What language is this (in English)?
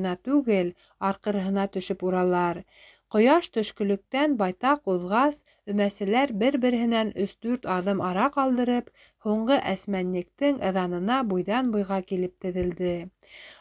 Bashkir